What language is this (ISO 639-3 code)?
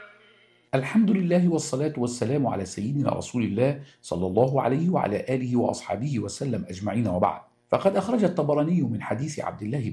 ara